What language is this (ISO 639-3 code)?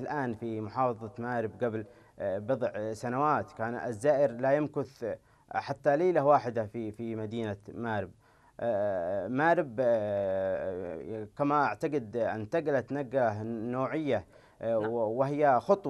ara